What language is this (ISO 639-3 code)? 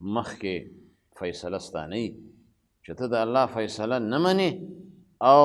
pus